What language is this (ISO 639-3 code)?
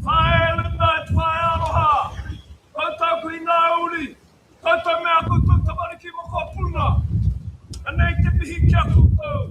mri